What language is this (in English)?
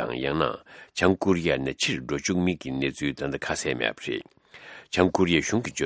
Tibetan